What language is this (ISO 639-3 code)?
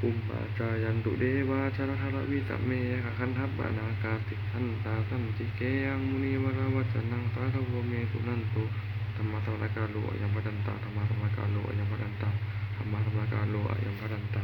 pli